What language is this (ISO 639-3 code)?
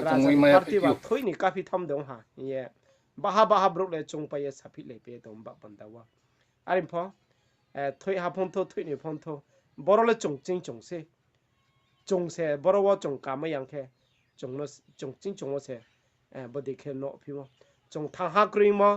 ria